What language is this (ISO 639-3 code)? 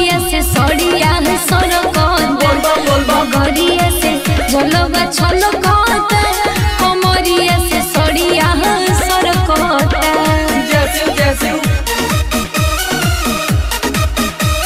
bho